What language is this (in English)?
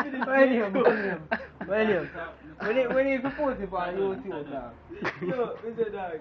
Jamaican Creole English